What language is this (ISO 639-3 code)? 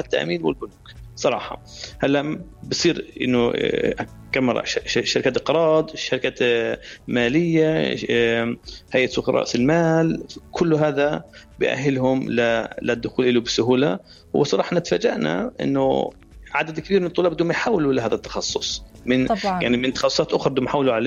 apc